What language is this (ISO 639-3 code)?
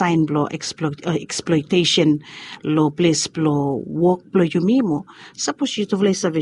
bis